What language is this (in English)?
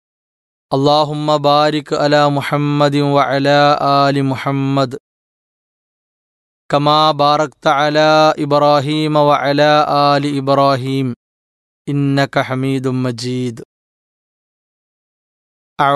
Malayalam